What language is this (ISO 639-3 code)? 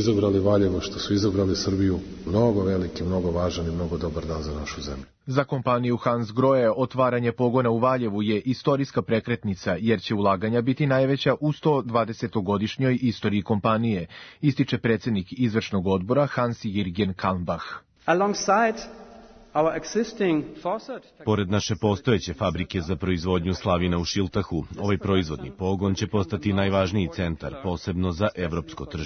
srp